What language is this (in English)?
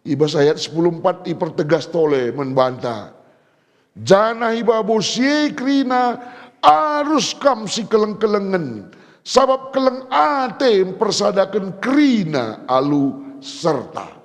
Batak Karo